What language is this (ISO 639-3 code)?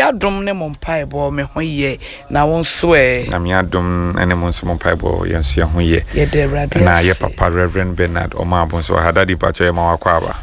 aka